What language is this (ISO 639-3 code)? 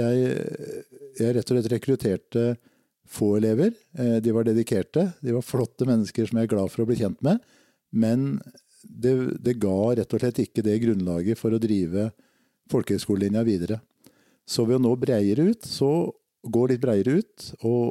nor